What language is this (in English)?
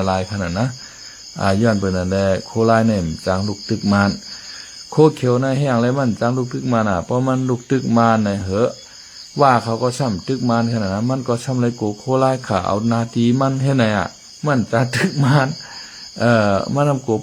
Shan